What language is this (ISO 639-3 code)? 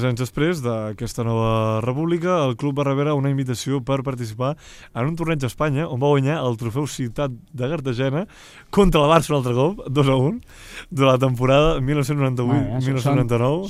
cat